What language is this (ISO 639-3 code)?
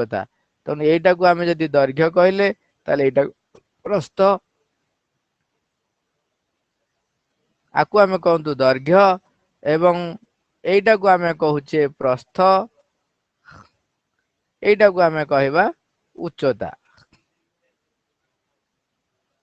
ori